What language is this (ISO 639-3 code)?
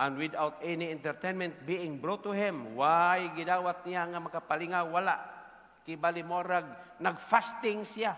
ceb